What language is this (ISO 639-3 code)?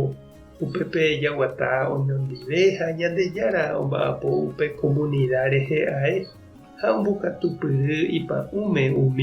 grn